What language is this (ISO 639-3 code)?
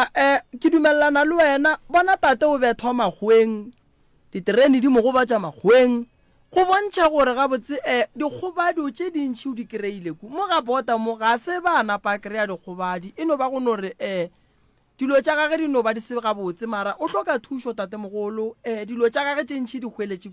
nso